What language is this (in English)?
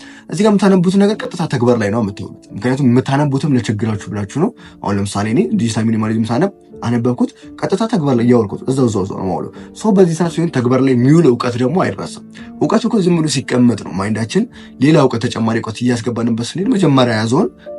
Amharic